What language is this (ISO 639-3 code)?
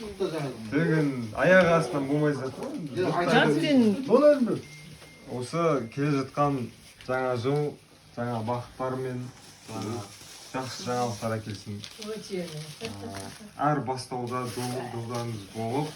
kaz